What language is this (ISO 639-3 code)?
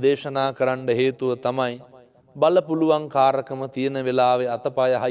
sin